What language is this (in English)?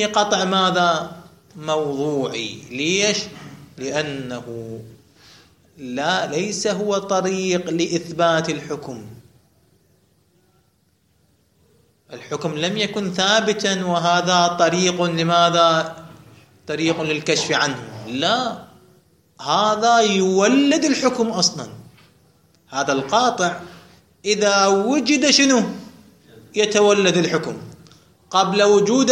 Arabic